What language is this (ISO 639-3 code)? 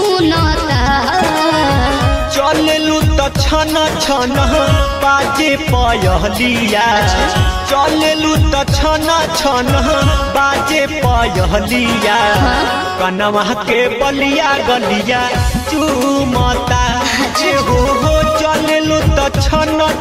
bho